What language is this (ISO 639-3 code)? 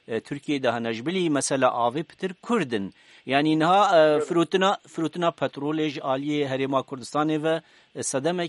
kur